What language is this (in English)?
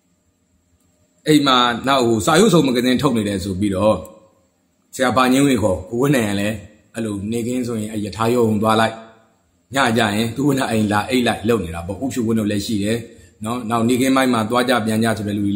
Burmese